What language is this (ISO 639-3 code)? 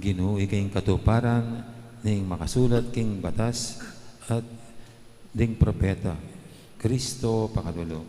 pam